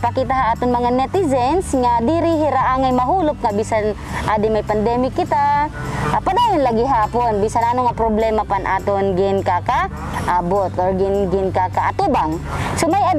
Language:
Waray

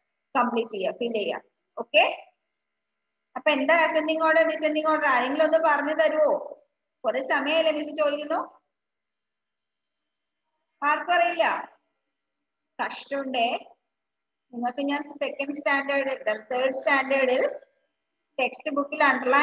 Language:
Malayalam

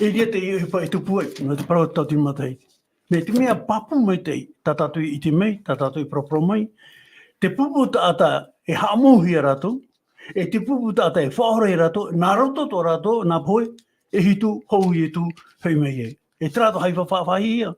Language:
Tahitian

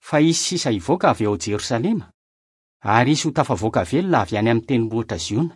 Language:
Malagasy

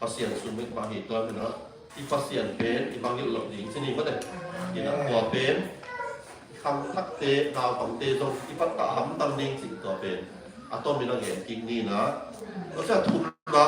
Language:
Tedim Chin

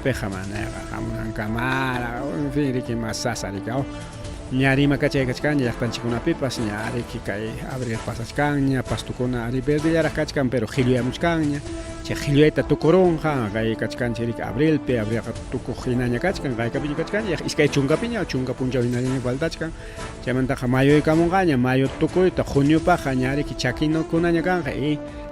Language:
Ayacucho Quechua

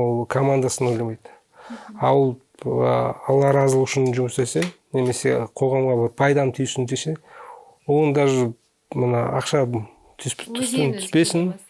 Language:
Kazakh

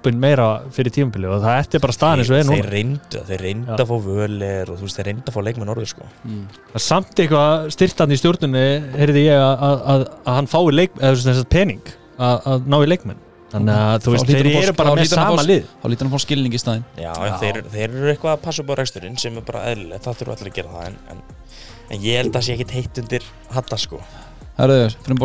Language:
Icelandic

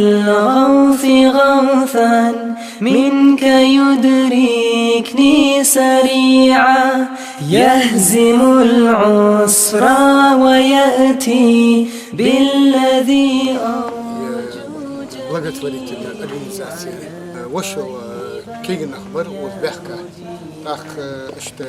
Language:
Ingush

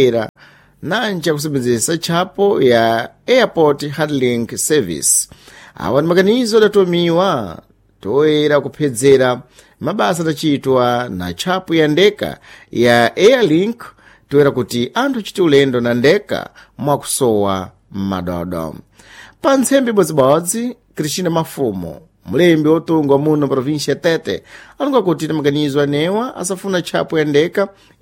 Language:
Sena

